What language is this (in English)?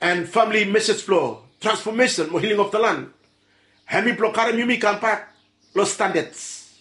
Bislama